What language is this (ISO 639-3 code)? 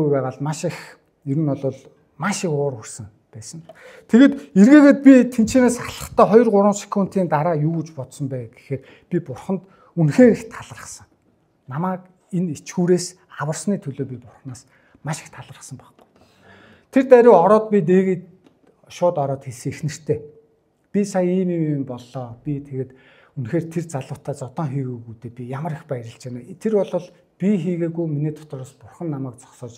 mon